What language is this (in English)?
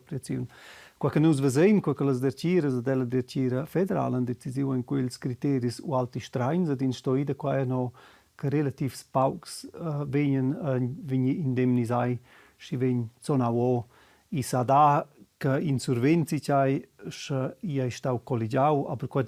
Romansh